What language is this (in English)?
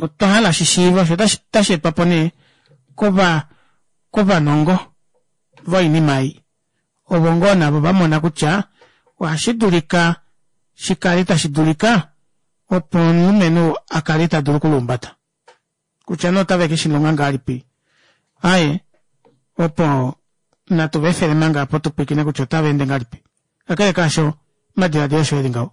Kuanyama